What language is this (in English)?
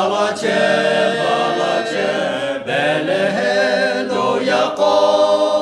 Lahu